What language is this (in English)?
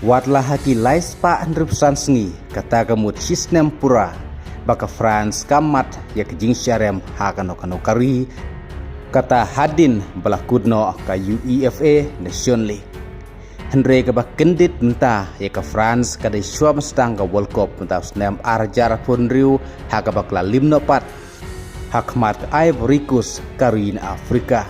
Khasi